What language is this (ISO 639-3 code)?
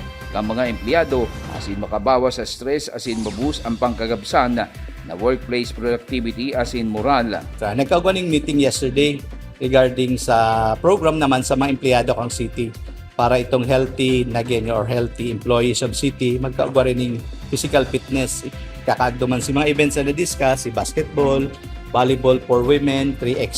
bik